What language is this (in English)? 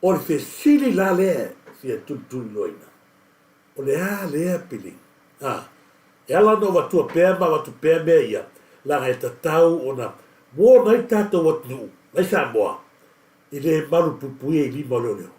Samoan